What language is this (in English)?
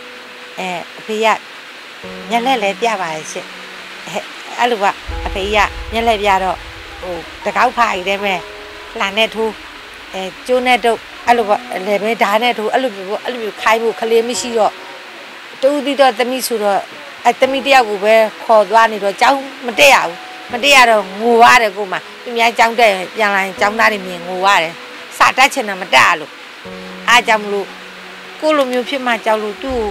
Burmese